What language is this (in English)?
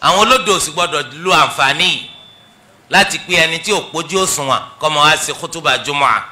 Yoruba